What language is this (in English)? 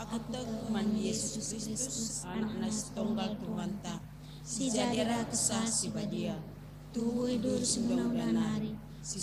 Batak Karo